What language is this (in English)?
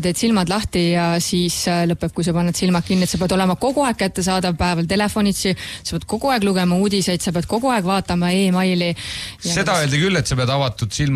Estonian